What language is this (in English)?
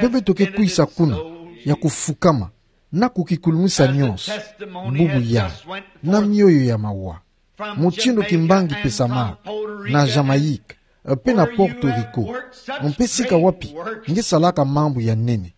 Kituba (Democratic Republic of Congo)